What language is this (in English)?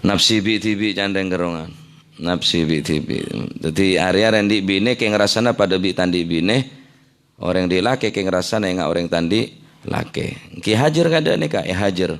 Madurese